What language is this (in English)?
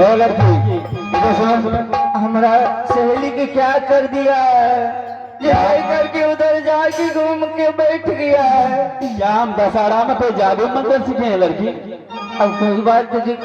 Maithili